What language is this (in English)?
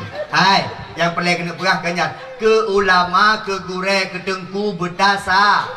Achinese